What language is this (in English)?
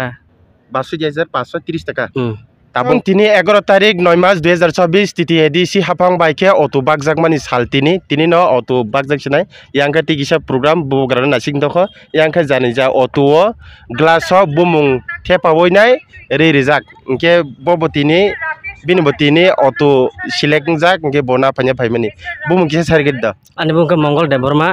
Kok Borok